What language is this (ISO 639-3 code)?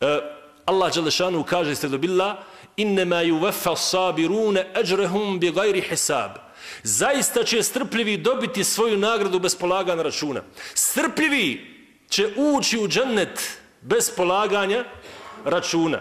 bos